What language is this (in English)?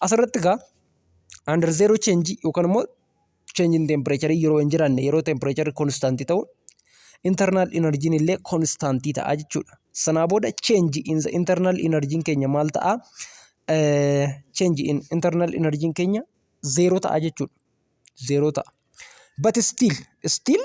Oromo